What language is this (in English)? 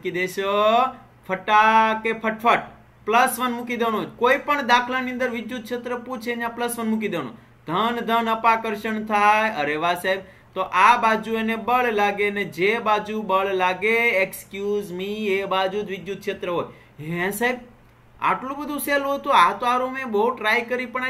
Gujarati